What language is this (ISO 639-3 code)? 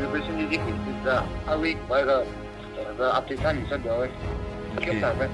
nmf